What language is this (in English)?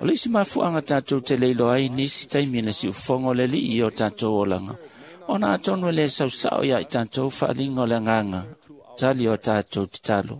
Samoan